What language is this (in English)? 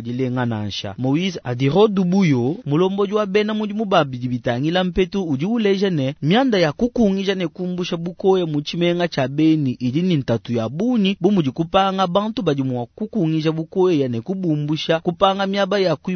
Luba-Lulua